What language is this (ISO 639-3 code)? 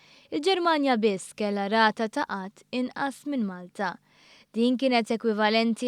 mlt